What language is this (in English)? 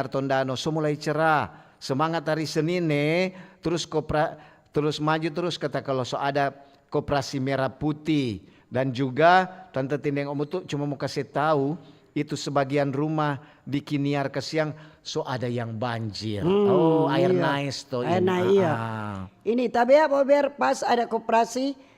Manado Malay